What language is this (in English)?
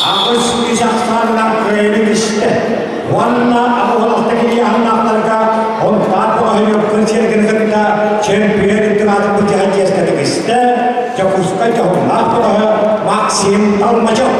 Yakut